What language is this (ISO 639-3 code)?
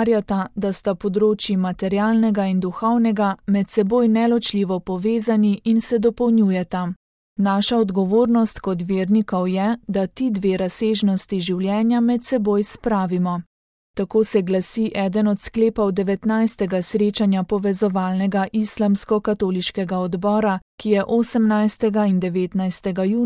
slv